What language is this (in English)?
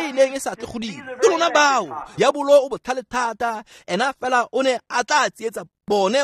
Tswana